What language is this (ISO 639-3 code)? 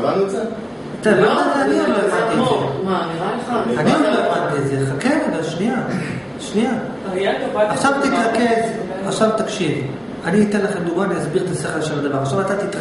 heb